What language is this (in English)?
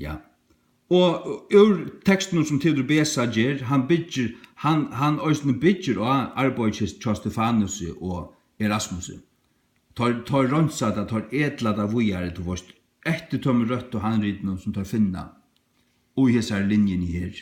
Faroese